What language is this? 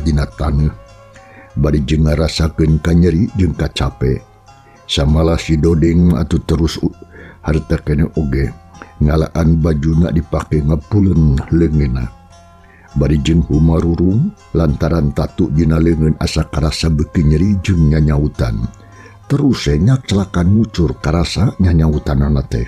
Sundanese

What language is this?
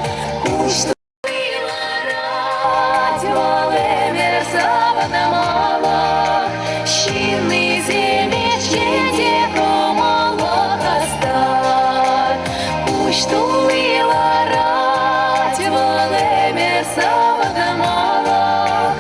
Chuvash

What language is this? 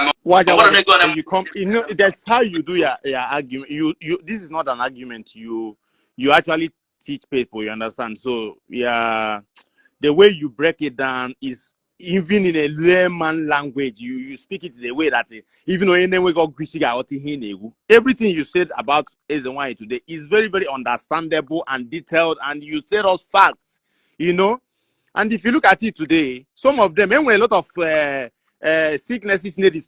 Igbo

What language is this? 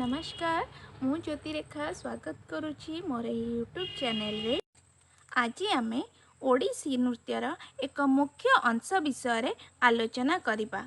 Odia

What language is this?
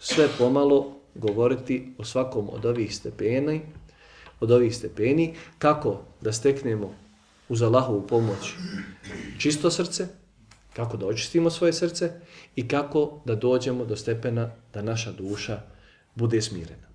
Bosnian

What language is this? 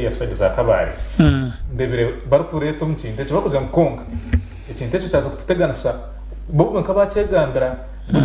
Nyankole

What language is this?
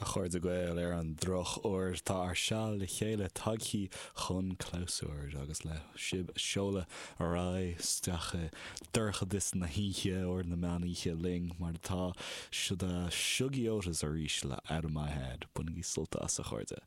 Irish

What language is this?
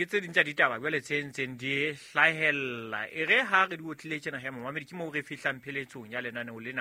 Southern Sotho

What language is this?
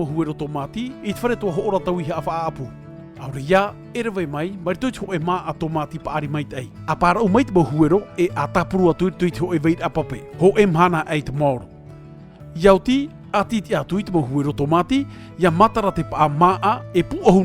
Tahitian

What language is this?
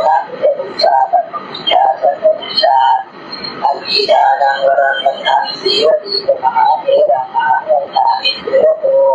Pali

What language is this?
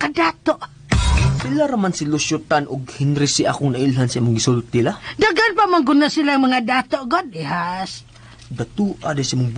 Cebuano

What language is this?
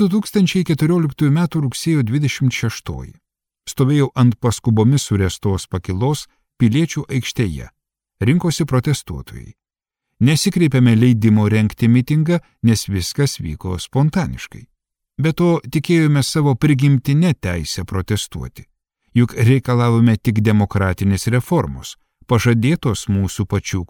Lithuanian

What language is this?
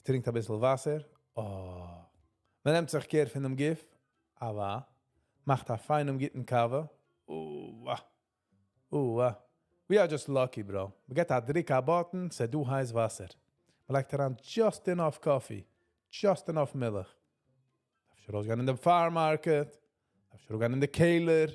Yiddish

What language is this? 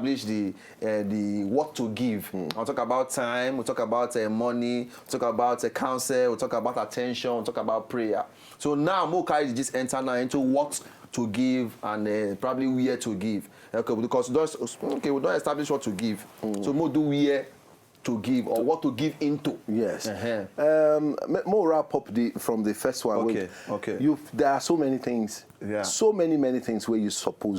Nigerian Pidgin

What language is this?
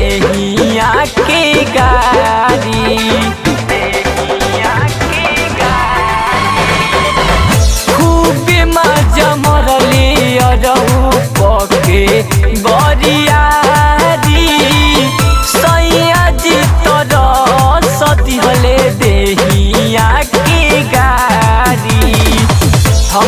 Bhojpuri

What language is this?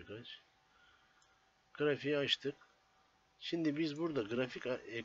Turkish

